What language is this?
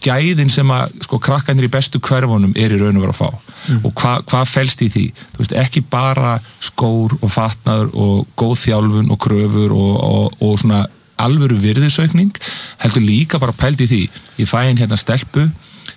Icelandic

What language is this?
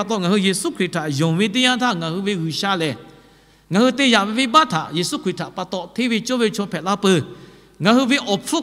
Lahu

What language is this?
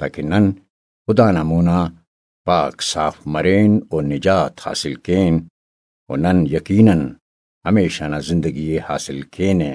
Brahui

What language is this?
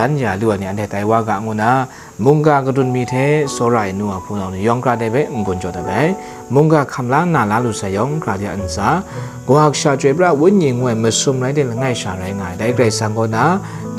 Kachin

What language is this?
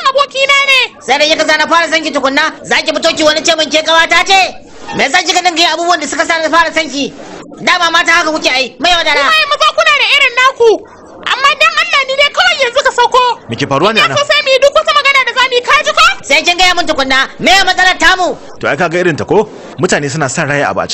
Hausa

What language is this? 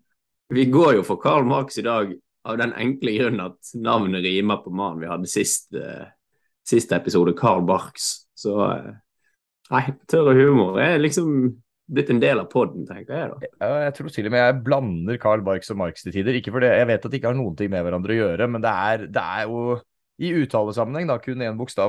Norwegian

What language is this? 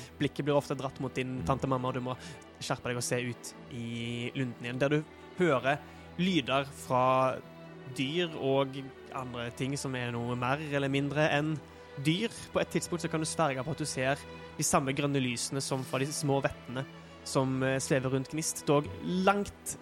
Norwegian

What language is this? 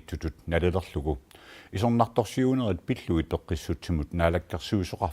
Kalaallisut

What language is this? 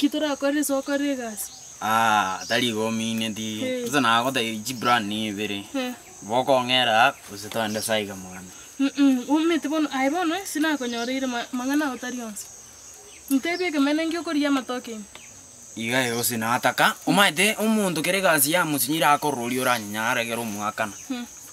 Gusii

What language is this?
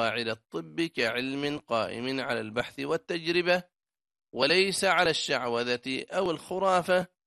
Arabic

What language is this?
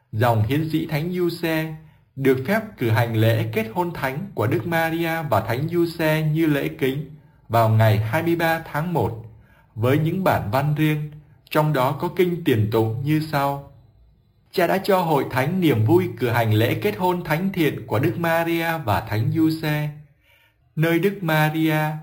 Vietnamese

